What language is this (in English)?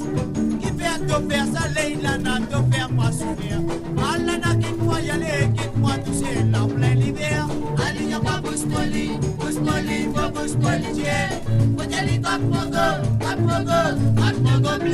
Morisyen